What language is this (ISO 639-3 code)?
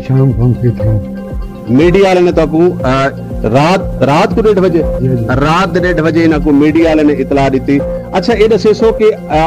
skr